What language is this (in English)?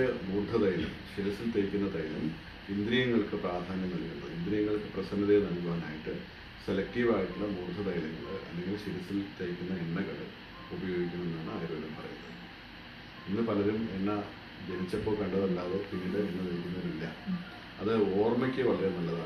Malayalam